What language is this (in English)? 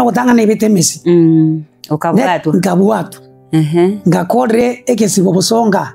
Gusii